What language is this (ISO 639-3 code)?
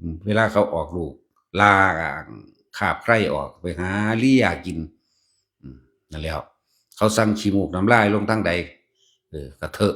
tts